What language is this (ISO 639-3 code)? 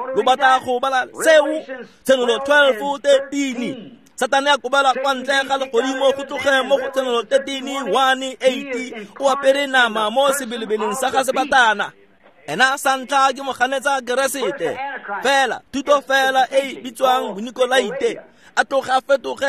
tsn